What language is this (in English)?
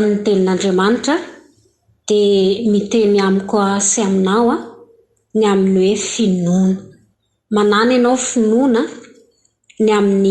Malagasy